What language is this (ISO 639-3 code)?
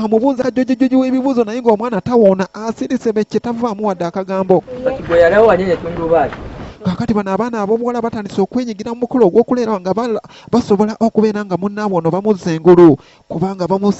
lug